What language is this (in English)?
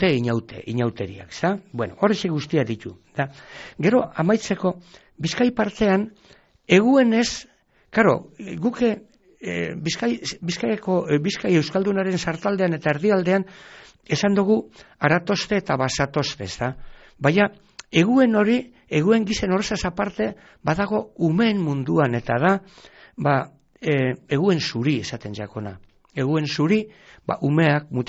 Basque